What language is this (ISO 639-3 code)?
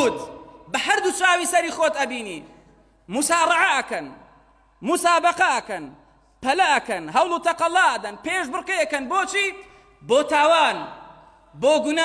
ckb